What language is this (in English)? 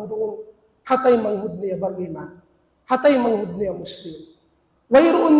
Tausug